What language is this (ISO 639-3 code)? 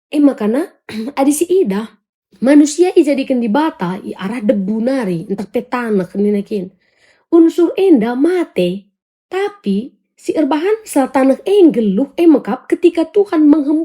btx